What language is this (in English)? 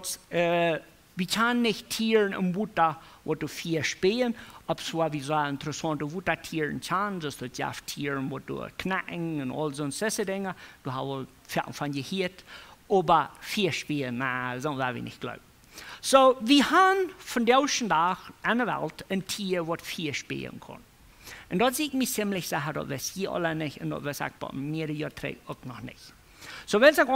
Plautdietsch